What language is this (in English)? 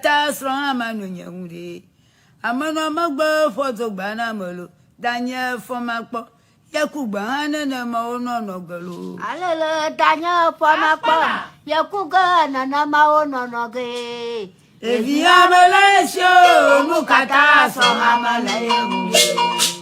Ewe